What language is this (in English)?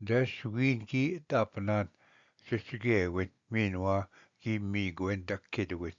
Ojibwa